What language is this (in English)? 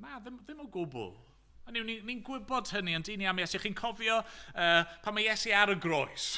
Welsh